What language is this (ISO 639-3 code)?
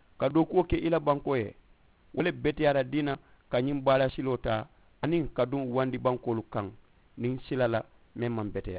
man